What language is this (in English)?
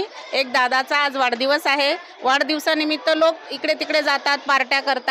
Marathi